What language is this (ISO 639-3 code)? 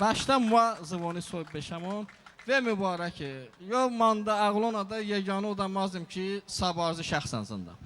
tly